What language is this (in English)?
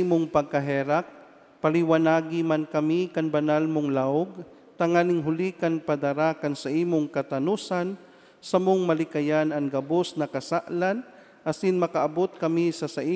Bikol